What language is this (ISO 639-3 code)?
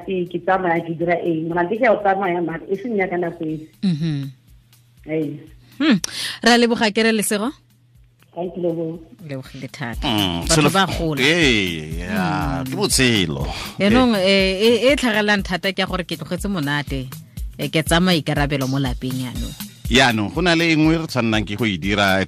tsn